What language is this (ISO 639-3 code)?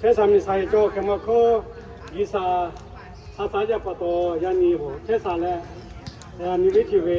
lhu